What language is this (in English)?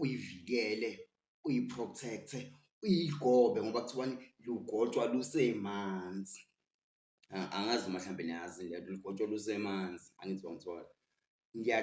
Zulu